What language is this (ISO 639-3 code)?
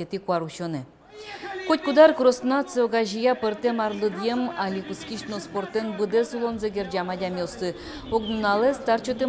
udm